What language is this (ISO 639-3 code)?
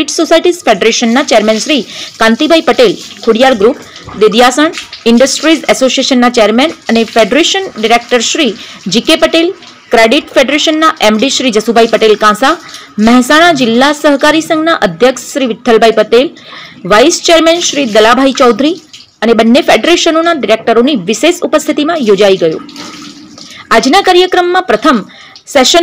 guj